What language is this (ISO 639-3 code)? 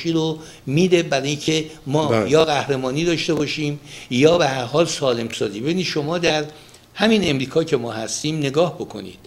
fas